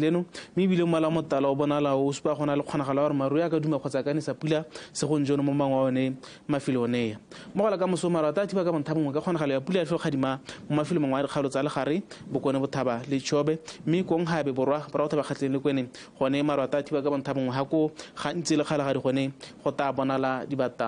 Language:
Tswana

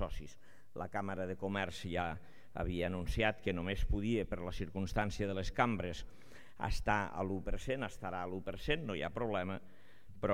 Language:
Catalan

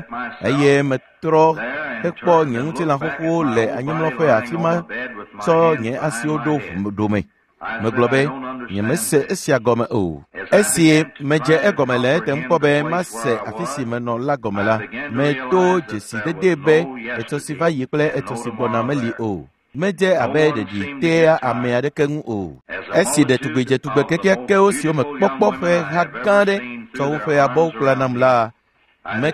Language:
Ewe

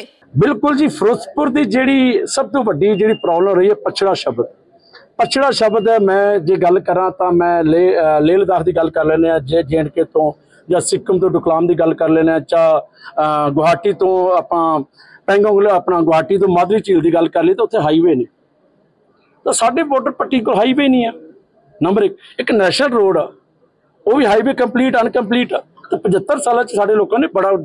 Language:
Punjabi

